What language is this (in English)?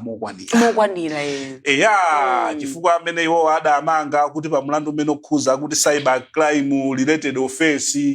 Nyanja